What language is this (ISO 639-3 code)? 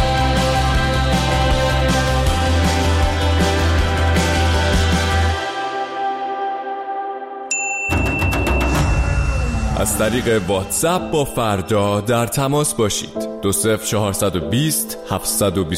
fas